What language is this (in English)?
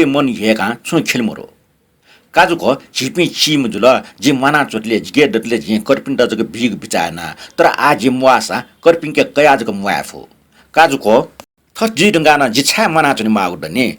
Newari